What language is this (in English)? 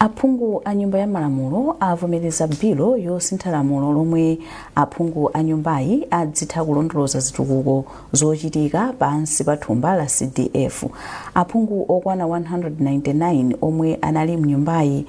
Nyanja